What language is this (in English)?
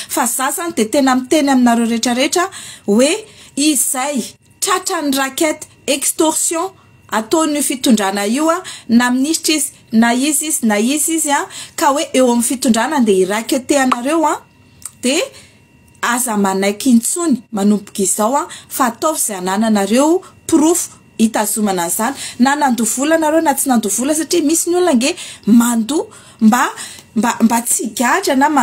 Malagasy